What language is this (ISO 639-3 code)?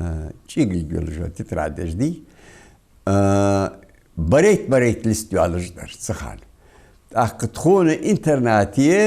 inh